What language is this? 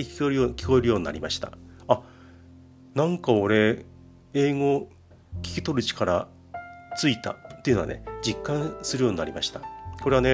Japanese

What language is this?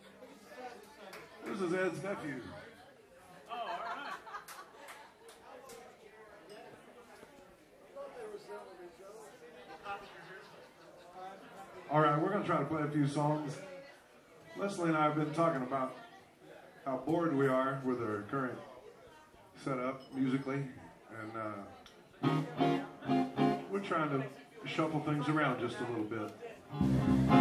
English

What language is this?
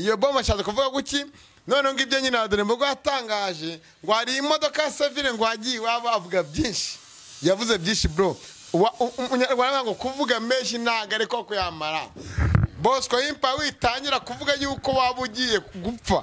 Kinyarwanda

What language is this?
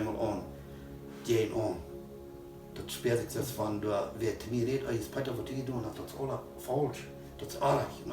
Plautdietsch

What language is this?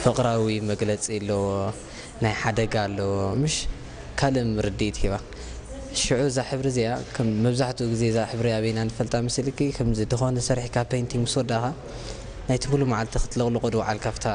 Tigrinya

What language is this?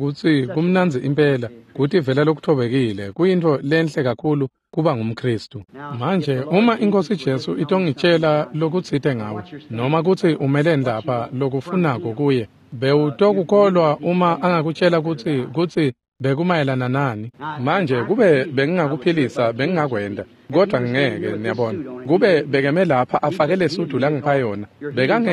Swati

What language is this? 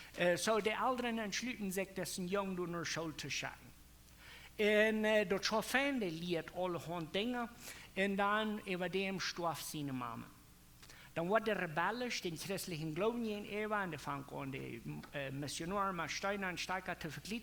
Plautdietsch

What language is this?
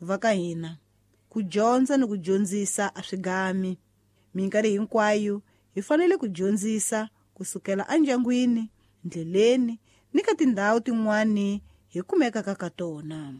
Tsonga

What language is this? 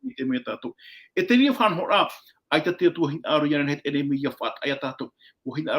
Tahitian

